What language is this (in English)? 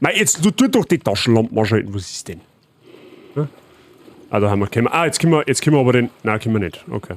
Bavarian